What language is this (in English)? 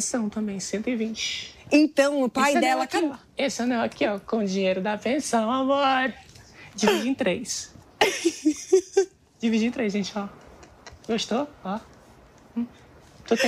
Portuguese